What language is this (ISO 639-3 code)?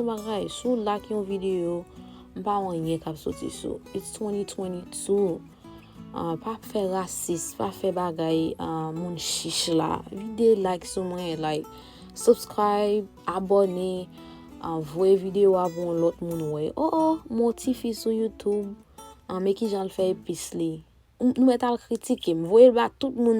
hat